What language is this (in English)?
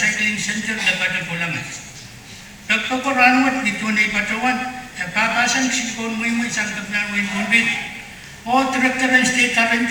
Pohnpeian